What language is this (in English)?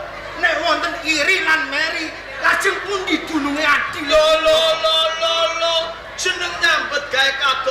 Javanese